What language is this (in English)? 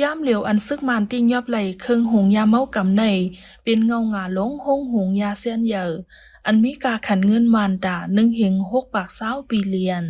Lao